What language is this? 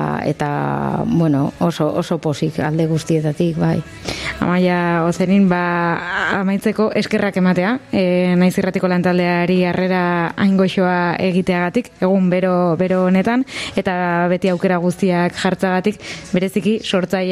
Basque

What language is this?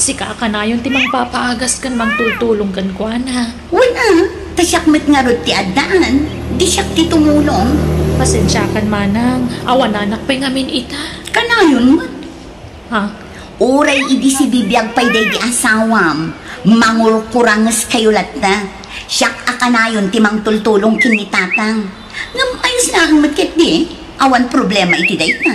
Iloko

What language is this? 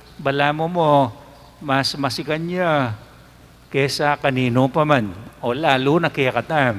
Pampanga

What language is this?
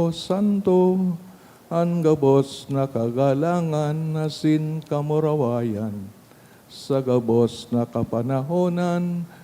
Bikol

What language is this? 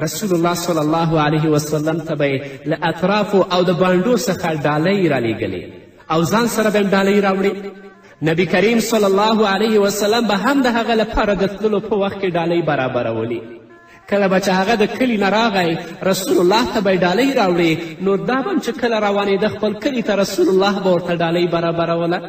Pashto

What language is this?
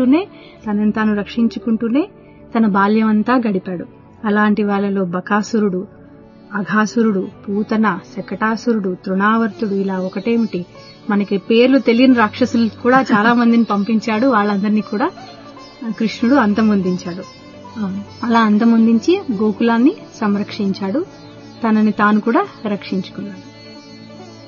Telugu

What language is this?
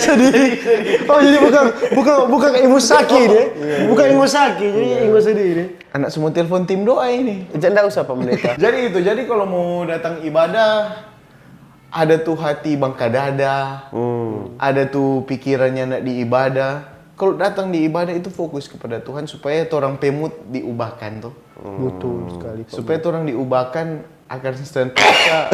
Manado Malay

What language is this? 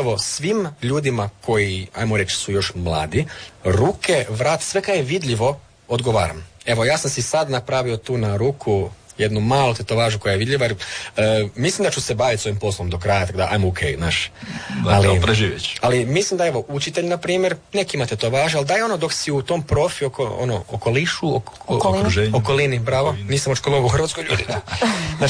Croatian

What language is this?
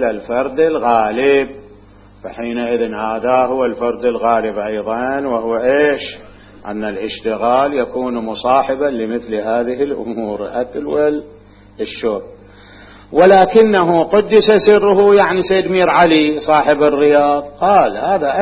Mesopotamian Arabic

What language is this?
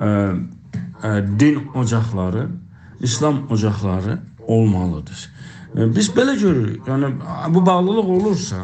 South Azerbaijani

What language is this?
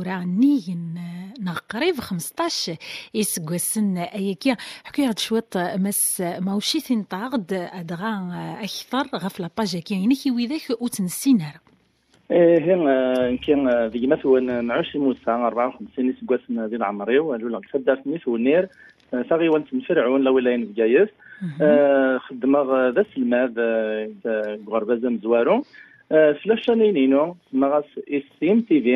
Kabyle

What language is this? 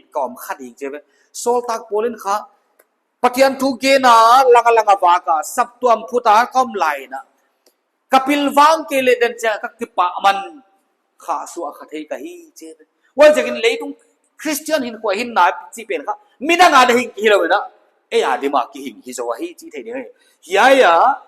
Paite Chin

